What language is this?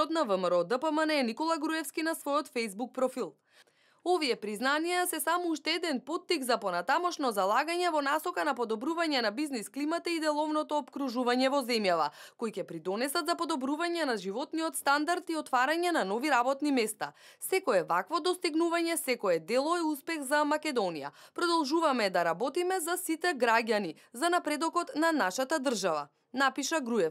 Macedonian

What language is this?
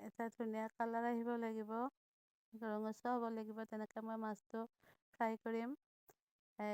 Assamese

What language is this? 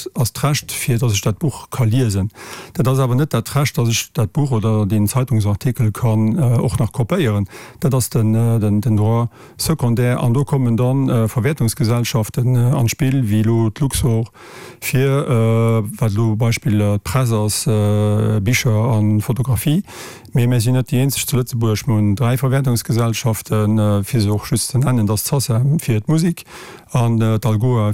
Luxembourgish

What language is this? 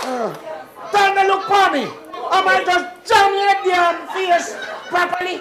Jamaican Creole English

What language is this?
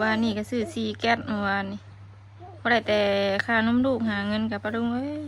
Northeastern Thai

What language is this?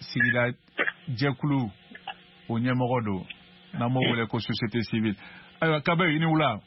Bambara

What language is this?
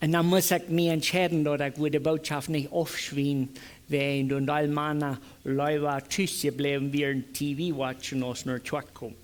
Plautdietsch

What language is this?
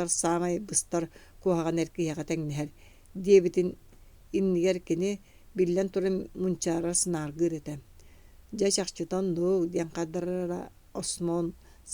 Yakut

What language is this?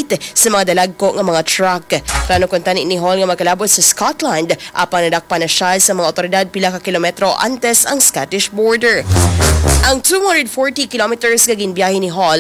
Hiligaynon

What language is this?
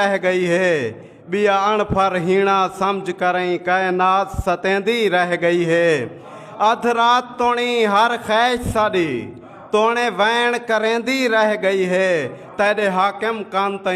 Saraiki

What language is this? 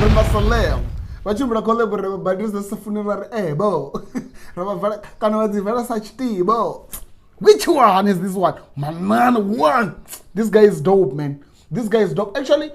Venda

